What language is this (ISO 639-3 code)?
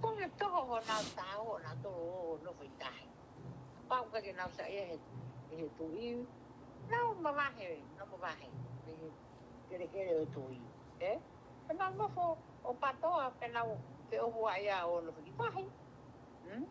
ton